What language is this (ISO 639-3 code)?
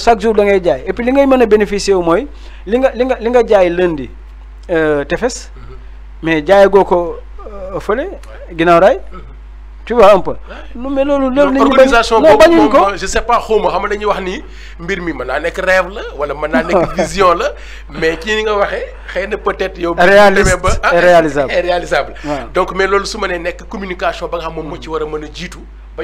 wol